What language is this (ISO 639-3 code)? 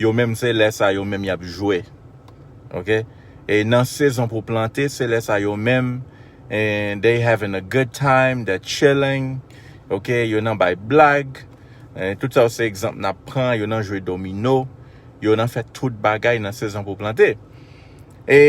hat